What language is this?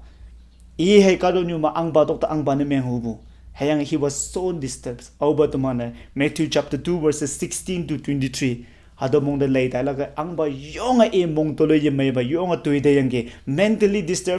Konyak Naga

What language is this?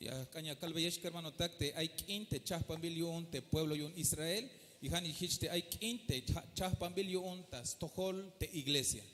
Tzeltal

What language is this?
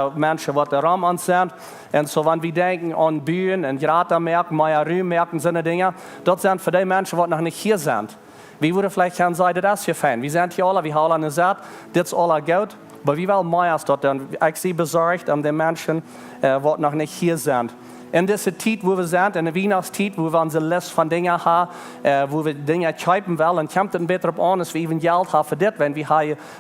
Plautdietsch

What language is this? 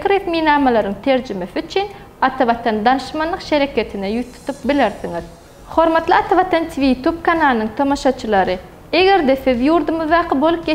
Turkmen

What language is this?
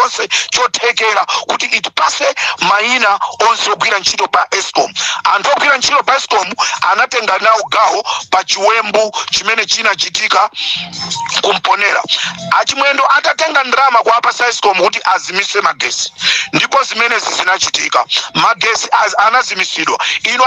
Nyanja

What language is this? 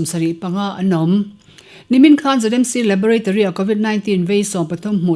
Mizo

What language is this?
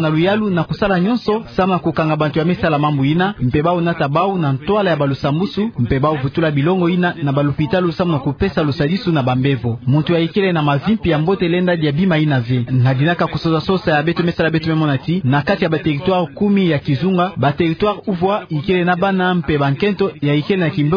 Kituba (Democratic Republic of Congo)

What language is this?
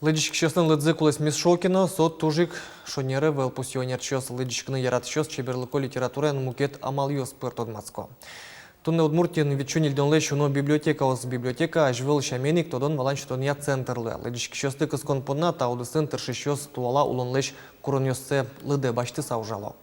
Udmurt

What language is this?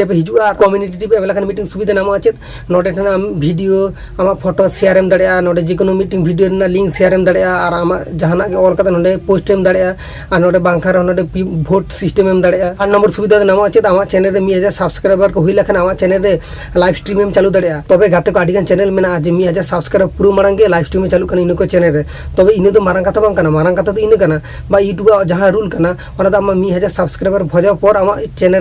Santali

